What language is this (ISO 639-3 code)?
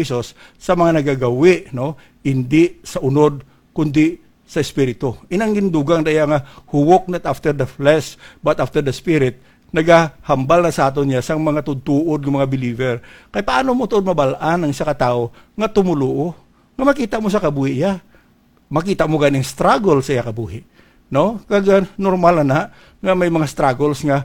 hil